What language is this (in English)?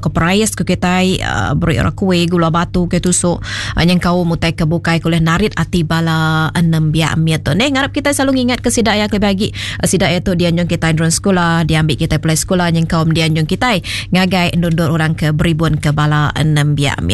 Iban